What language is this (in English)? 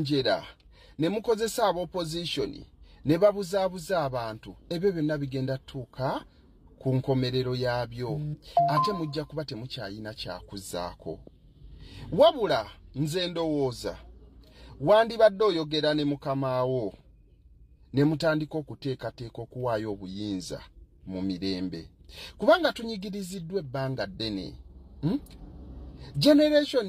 Ganda